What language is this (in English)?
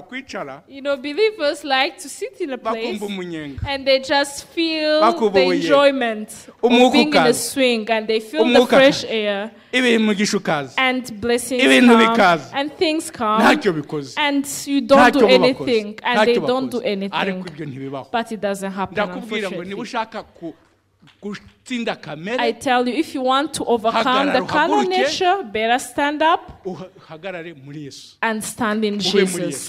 Kinyarwanda